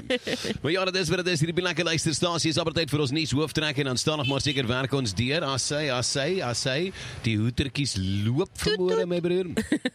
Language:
Afrikaans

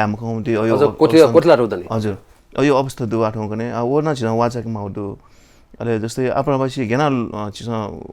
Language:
Newari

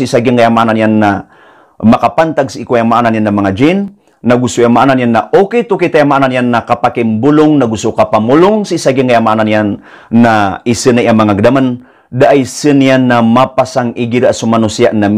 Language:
Maranao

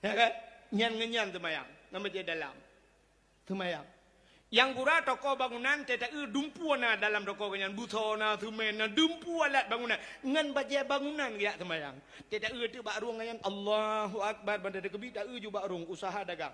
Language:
Achinese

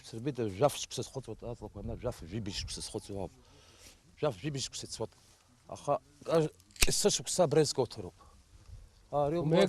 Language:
Abkhazian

